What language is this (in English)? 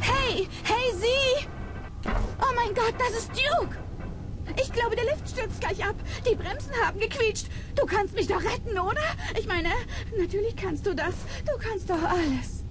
Swiss German